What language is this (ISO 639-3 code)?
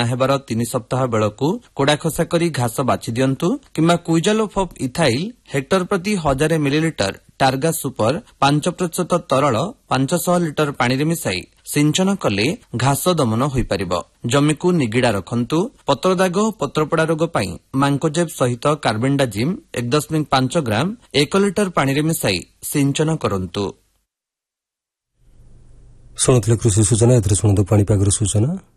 ori